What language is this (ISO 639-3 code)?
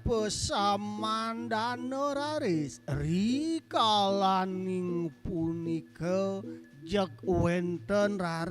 ban